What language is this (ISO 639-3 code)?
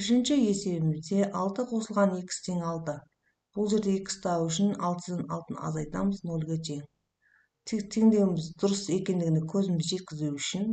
kaz